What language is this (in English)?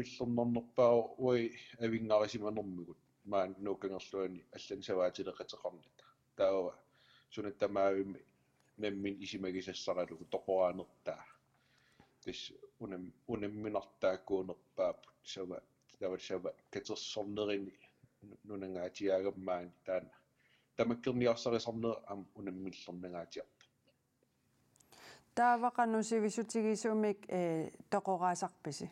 Kalaallisut